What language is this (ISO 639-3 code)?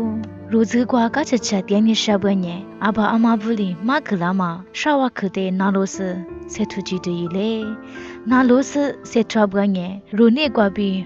lis